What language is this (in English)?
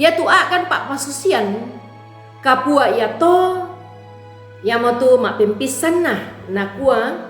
Toraja-Sa'dan